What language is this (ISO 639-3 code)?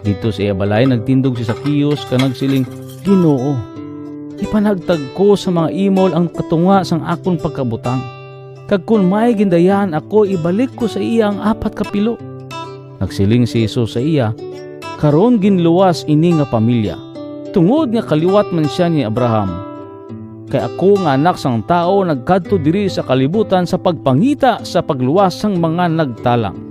hil